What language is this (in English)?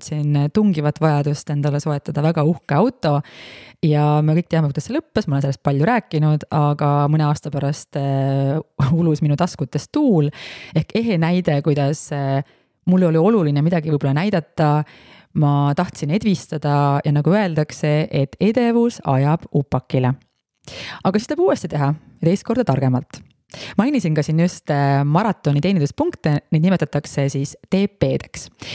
Estonian